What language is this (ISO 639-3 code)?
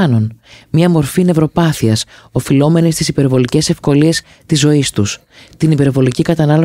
ell